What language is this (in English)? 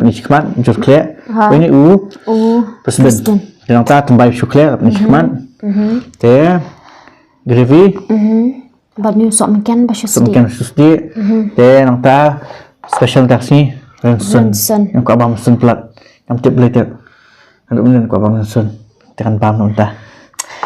Khasi